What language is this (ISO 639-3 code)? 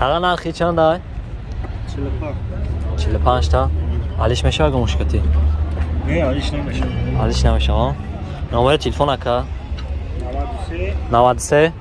tgk